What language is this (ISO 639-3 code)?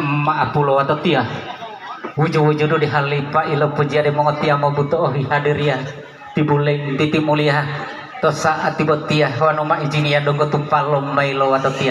gor